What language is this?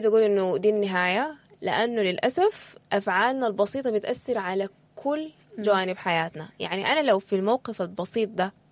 Sudanese Arabic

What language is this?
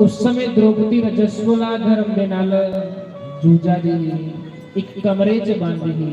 Dogri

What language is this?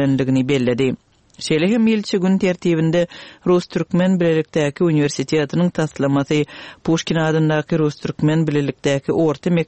Turkmen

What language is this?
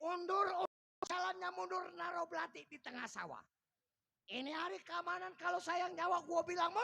Betawi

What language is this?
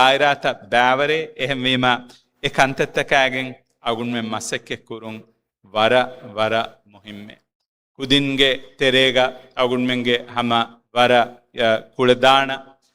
Divehi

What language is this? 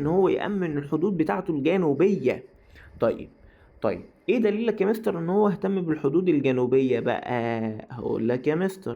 Egyptian Arabic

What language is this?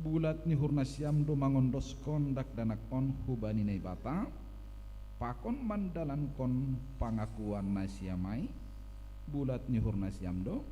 Batak Simalungun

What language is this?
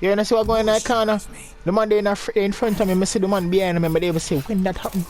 Jamaican Creole English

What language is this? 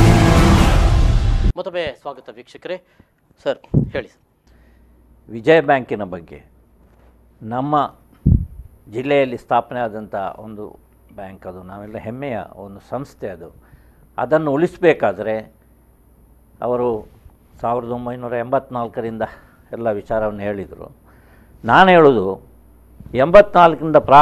Kannada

